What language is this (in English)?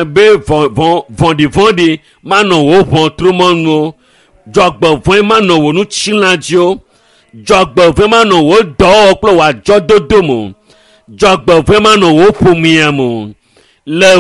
Ewe